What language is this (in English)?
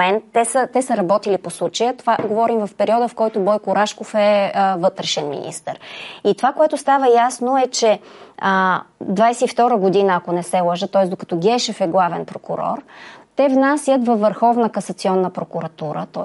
Bulgarian